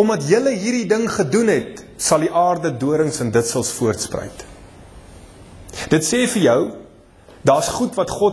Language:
Afrikaans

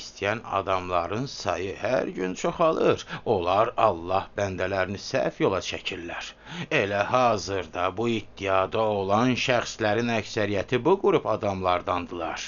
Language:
Azerbaijani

